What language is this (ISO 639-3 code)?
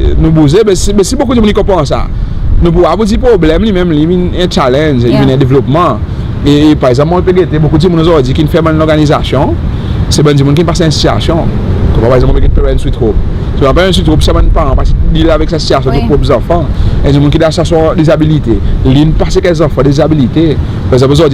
crs